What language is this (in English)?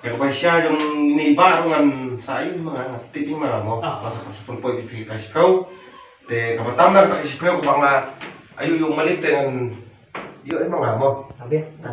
Khasi